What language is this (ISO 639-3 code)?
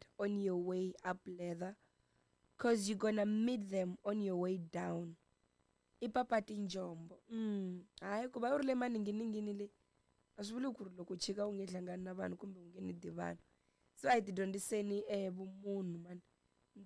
tso